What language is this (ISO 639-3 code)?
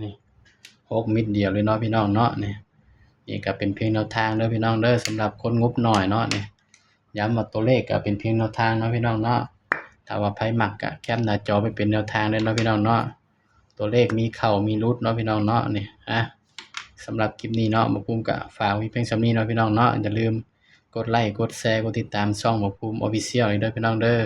tts